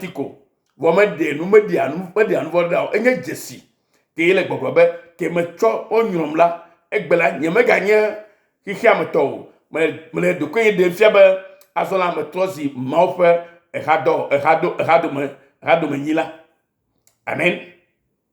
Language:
Ewe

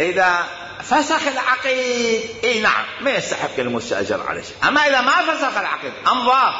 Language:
Mesopotamian Arabic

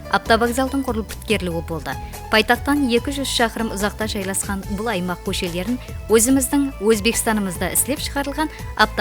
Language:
Kara-Kalpak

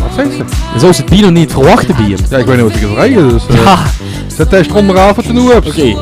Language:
Limburgish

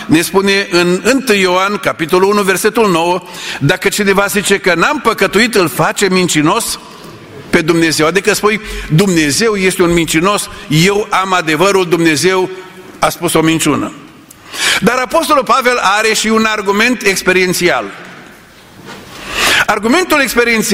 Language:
Romanian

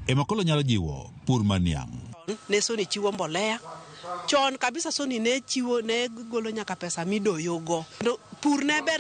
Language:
Luo (Kenya and Tanzania)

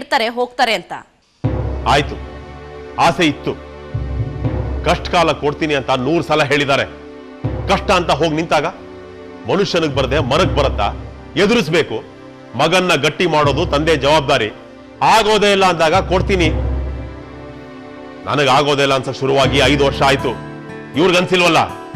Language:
Kannada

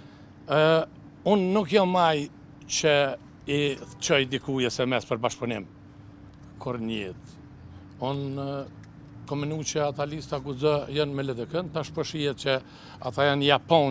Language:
Albanian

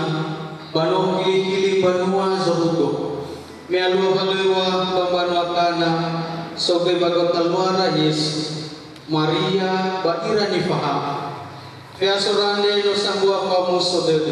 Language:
Nias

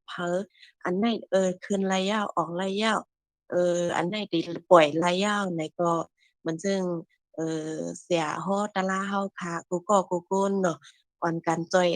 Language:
Shan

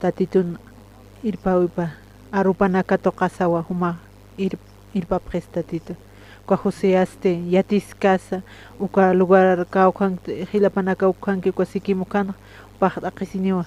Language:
Aymara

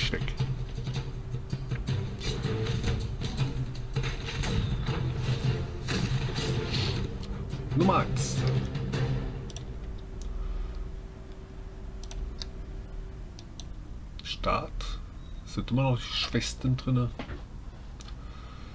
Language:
German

